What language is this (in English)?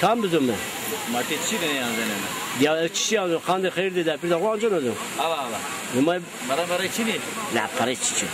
Zaza